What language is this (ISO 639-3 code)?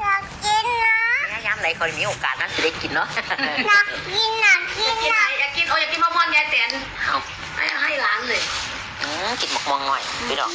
tts